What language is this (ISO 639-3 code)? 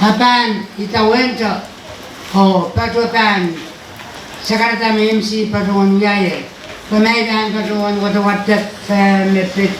pon